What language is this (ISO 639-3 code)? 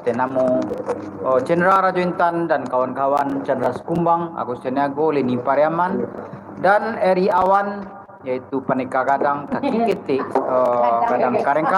min